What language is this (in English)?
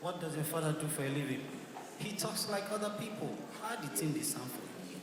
Nigerian Pidgin